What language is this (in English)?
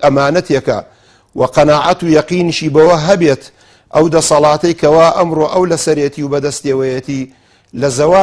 Central Kurdish